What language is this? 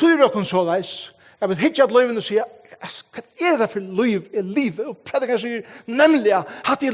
Faroese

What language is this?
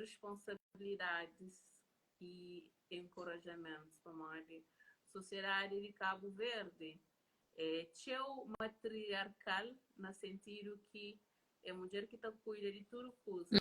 Kabuverdianu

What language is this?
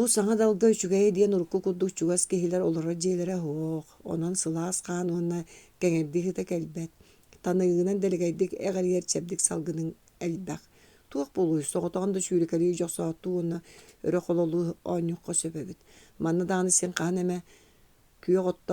Yakut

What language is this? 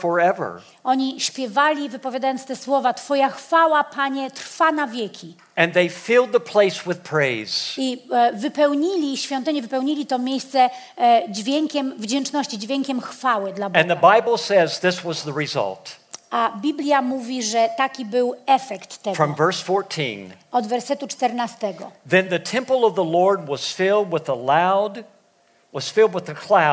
Polish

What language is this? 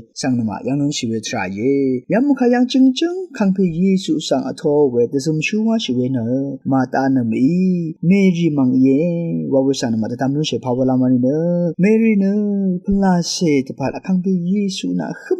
Rawang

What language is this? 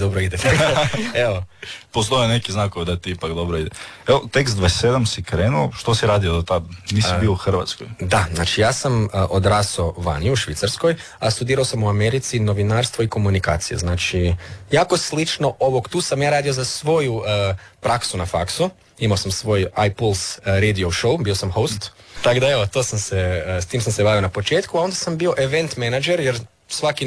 Croatian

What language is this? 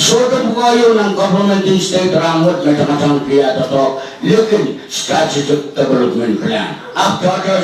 Pohnpeian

